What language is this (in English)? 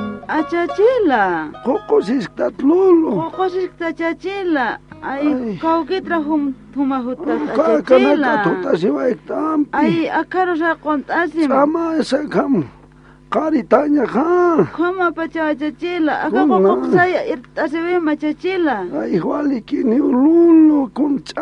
Aymara